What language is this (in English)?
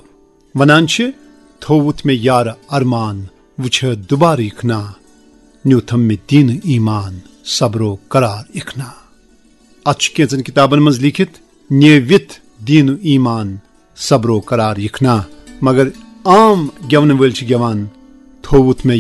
Kashmiri